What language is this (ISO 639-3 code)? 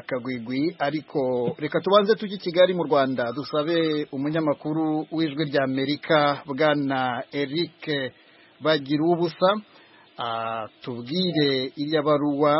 kin